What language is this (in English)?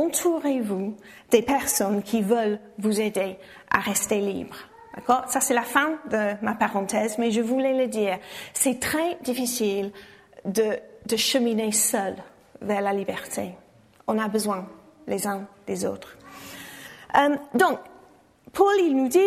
French